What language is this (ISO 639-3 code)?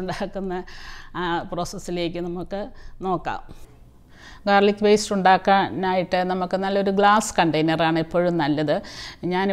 mal